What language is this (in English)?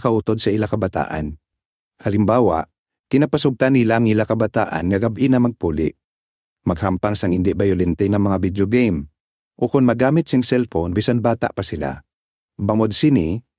Hiligaynon